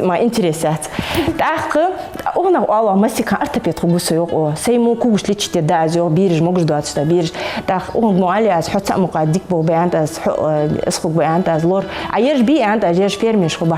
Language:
Ingush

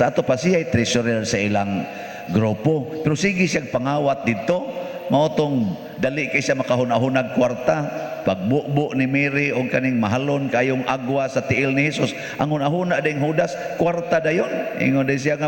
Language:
Cebuano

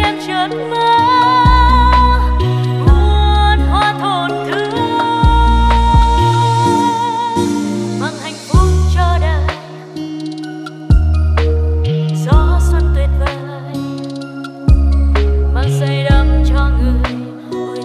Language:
Vietnamese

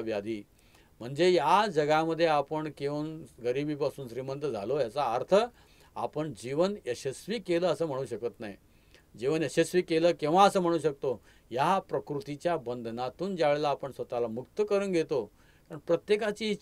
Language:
Marathi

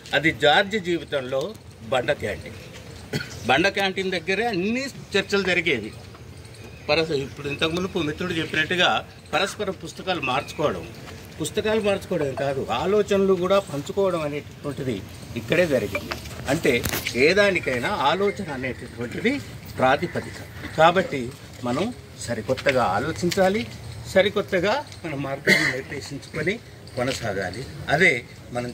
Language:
Telugu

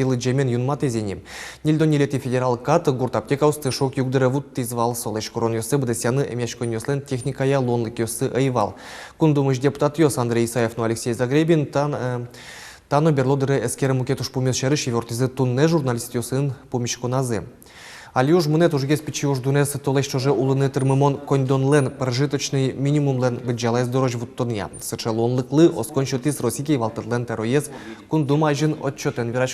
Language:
Udmurt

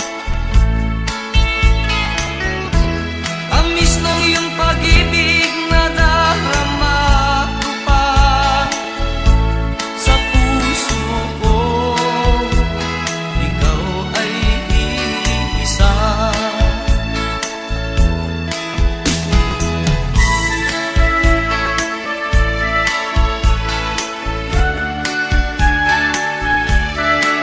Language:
Filipino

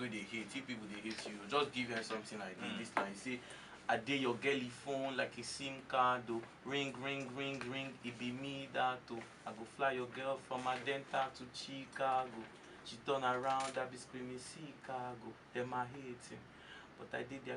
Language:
Nigerian Pidgin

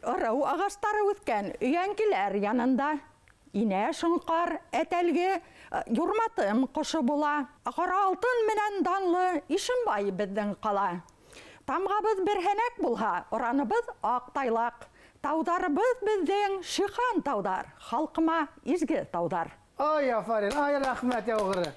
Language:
Bashkir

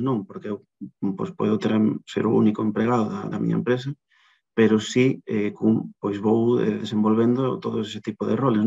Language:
Galician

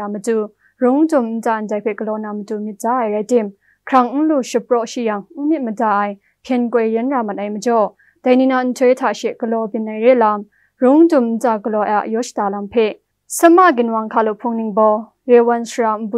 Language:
Kachin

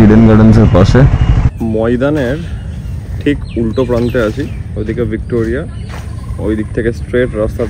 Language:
Bangla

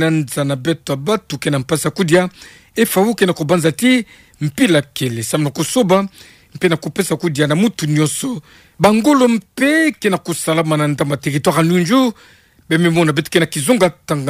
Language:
Kituba (Democratic Republic of Congo)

